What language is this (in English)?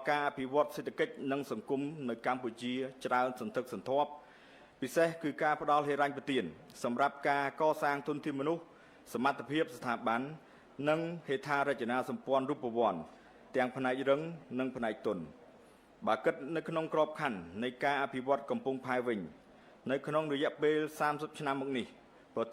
Khmer